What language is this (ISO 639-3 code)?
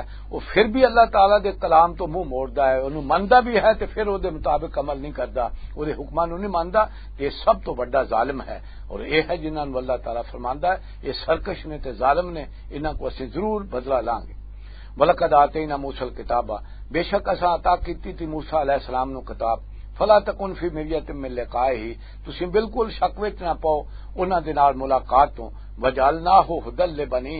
lah